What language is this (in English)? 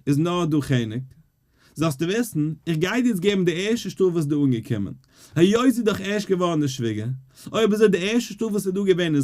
Yiddish